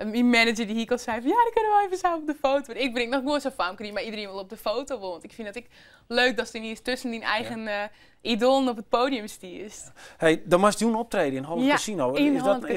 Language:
Western Frisian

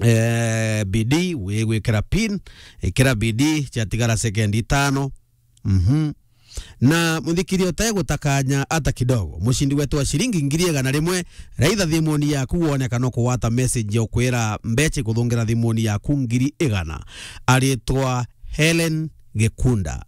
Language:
Meru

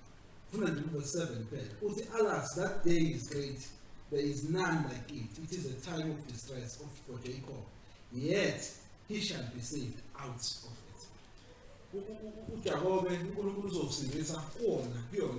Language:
Zulu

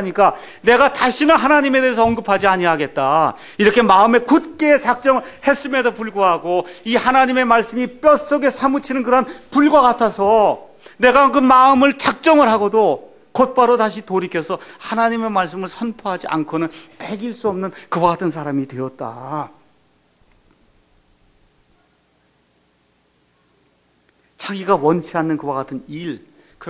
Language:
Korean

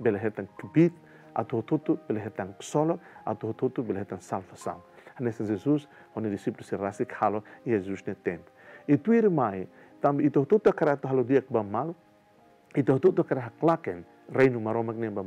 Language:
Tetum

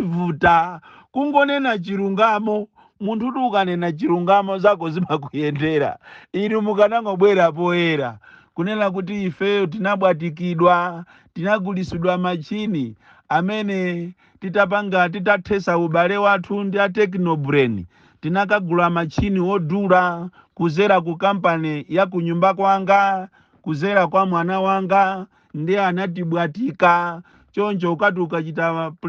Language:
Nyanja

